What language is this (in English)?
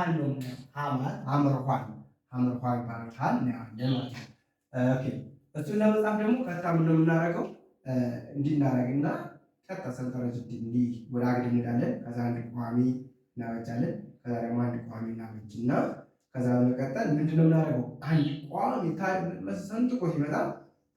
Amharic